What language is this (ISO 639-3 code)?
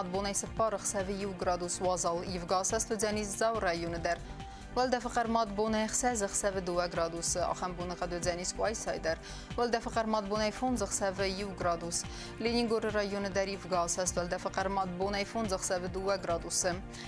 oss